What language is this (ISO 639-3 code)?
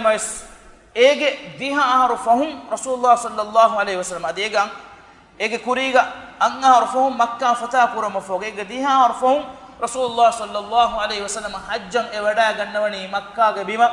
div